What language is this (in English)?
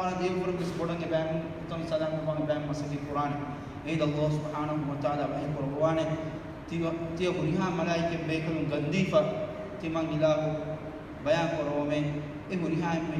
Divehi